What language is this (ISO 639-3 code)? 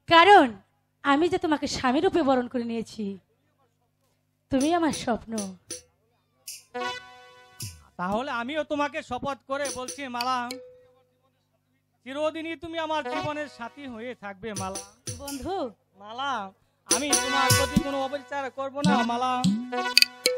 ben